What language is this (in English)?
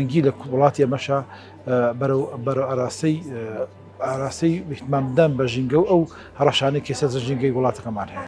Central Kurdish